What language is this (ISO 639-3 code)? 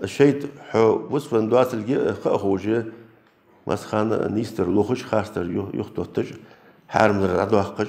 inh